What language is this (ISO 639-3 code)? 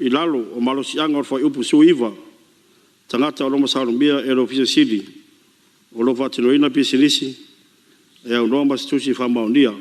smo